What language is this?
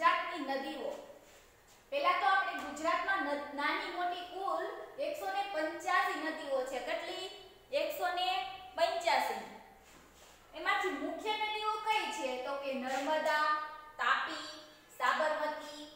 Gujarati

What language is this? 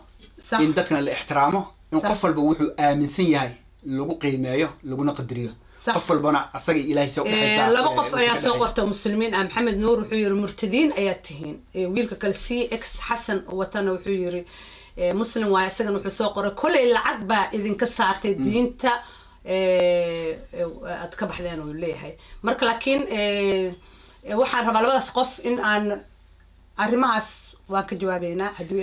Somali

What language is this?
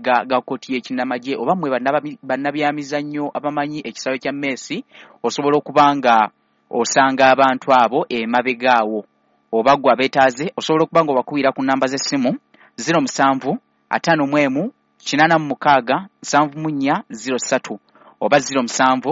Ganda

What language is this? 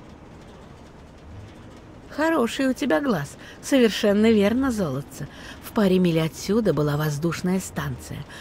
Russian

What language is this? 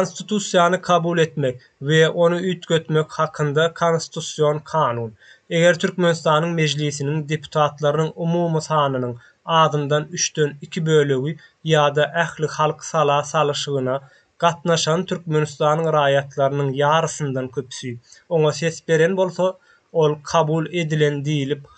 Turkmen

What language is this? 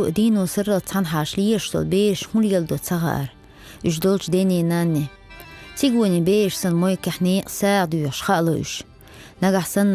Chechen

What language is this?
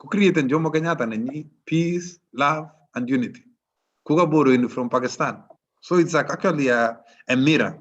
Kalenjin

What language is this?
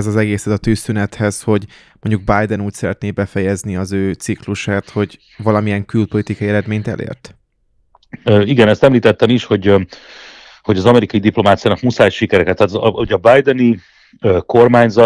Hungarian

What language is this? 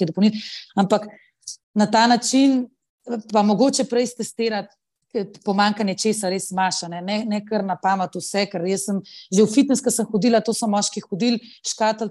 Slovenian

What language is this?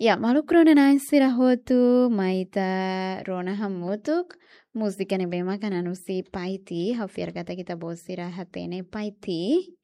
Tetum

